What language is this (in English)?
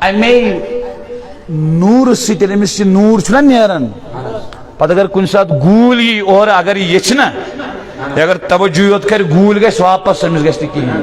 Kashmiri